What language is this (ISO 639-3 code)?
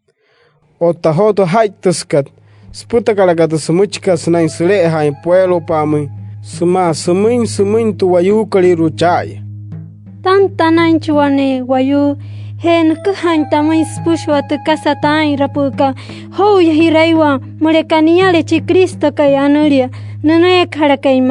guc